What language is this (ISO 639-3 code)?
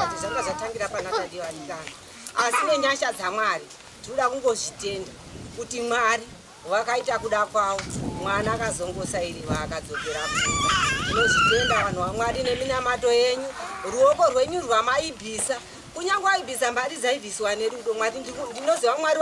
sna